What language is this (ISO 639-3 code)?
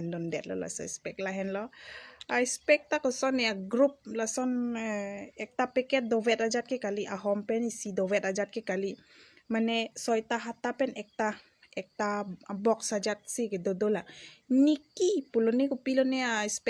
mjw